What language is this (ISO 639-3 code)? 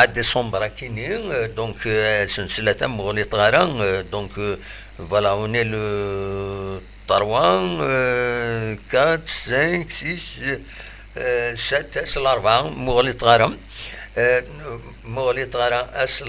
kab